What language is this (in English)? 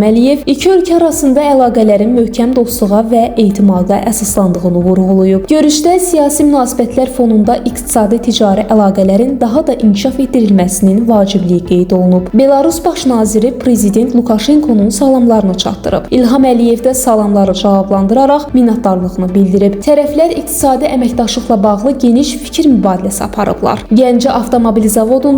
Azerbaijani